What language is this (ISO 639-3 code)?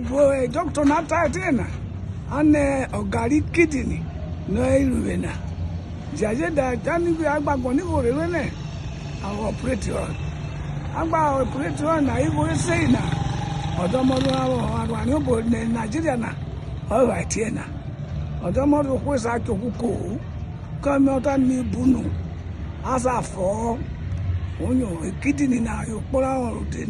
urh